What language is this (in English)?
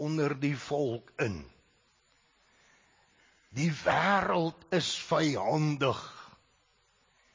Afrikaans